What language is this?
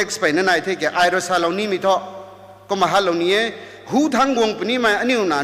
Rongmei Naga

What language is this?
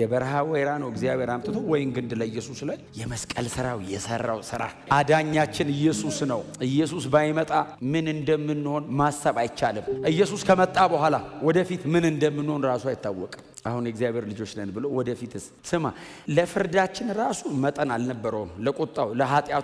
Amharic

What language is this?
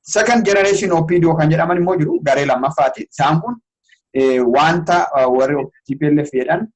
Oromo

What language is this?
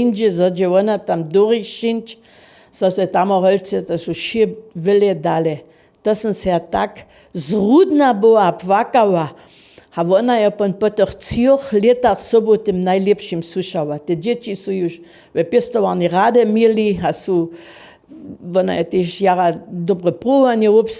Upper Sorbian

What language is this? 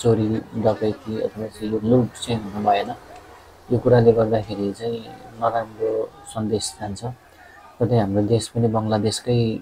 Nepali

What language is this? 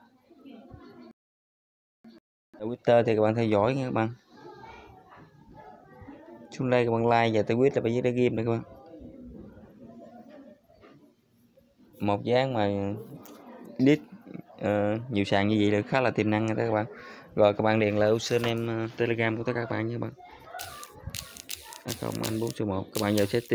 Vietnamese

